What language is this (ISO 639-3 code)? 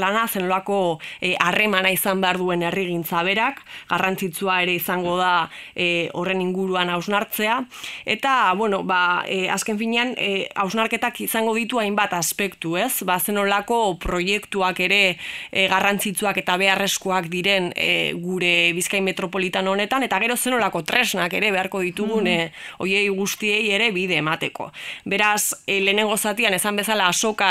eus